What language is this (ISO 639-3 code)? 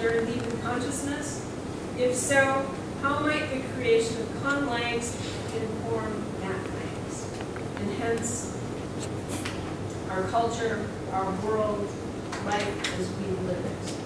eng